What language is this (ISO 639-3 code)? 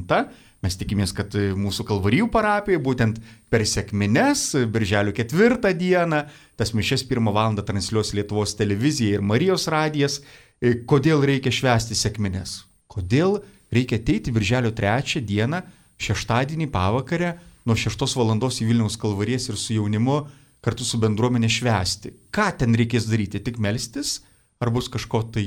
lit